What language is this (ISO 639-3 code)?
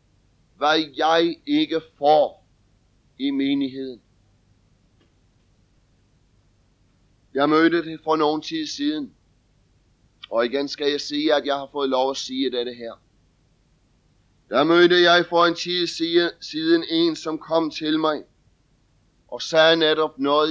dan